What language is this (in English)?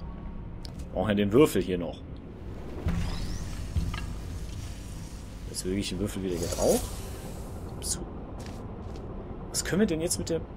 German